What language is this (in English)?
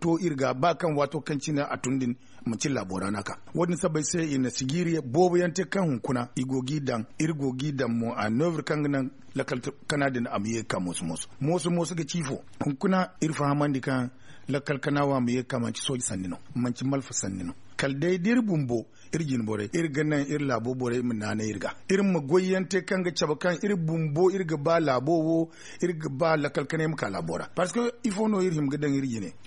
Zarma